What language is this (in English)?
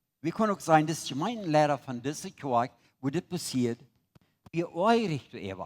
Plautdietsch